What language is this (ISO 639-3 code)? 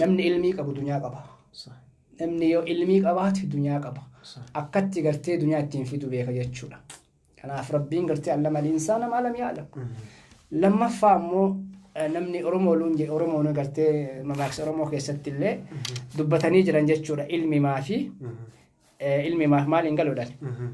orm